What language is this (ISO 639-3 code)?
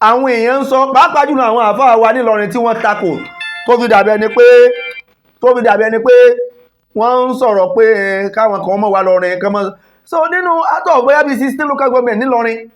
yor